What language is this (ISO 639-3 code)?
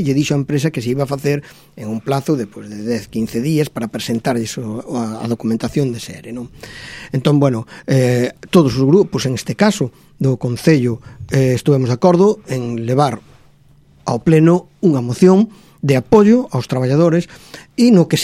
glg